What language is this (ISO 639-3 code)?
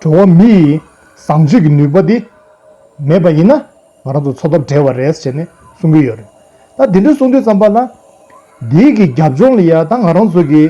bod